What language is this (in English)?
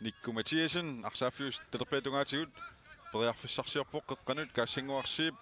Kalaallisut